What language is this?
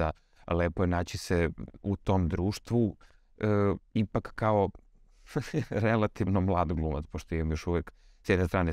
Serbian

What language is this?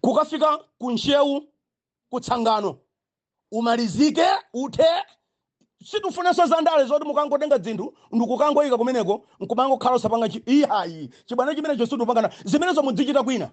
Nyanja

